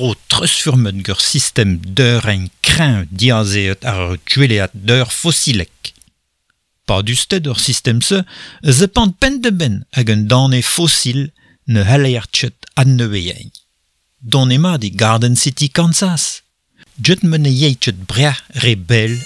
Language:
Breton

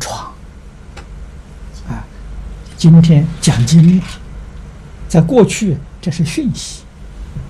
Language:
Chinese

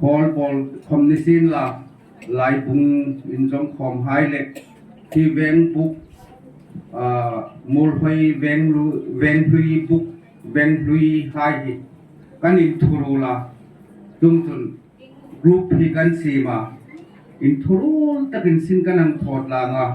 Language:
Hmar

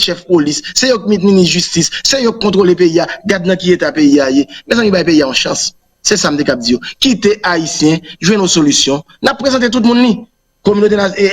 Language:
Haitian Creole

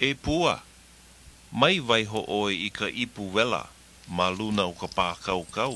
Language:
Hawaiian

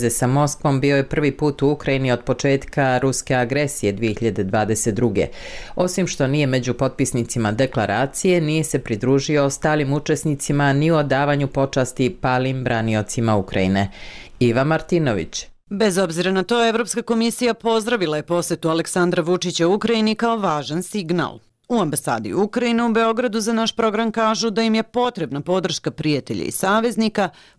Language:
Bosnian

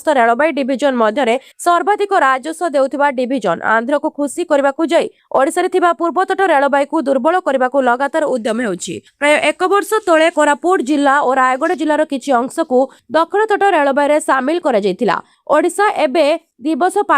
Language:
Odia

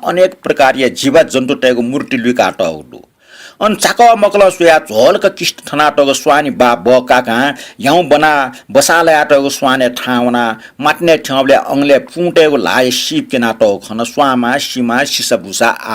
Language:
Newari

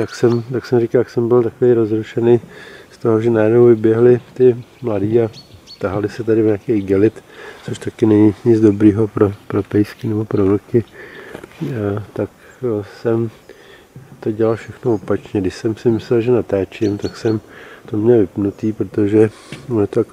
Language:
Czech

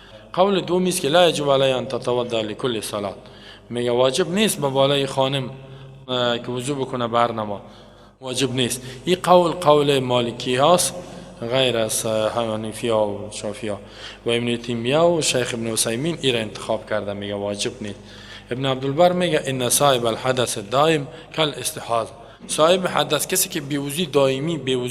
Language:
Persian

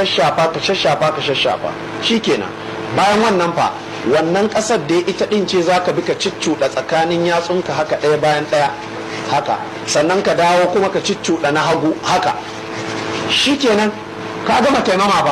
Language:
Hausa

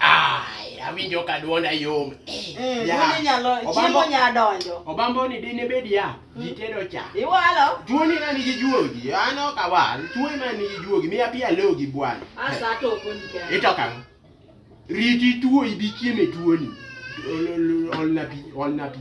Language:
Luo (Kenya and Tanzania)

